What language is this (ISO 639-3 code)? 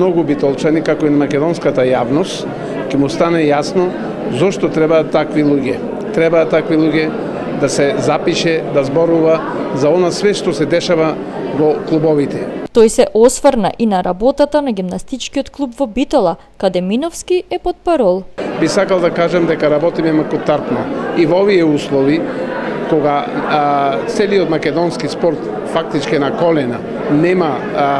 mkd